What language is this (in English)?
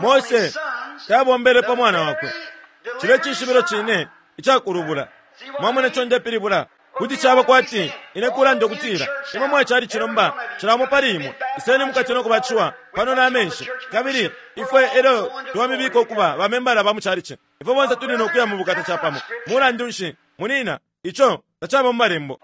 Bemba